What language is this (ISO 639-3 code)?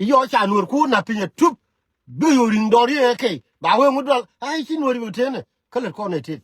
nus